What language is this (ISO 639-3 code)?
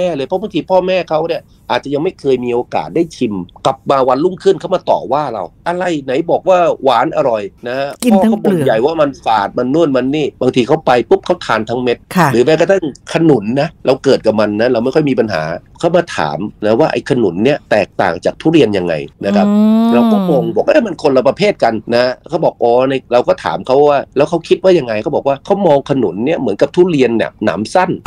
tha